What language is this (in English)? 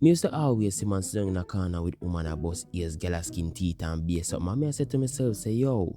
Jamaican Creole English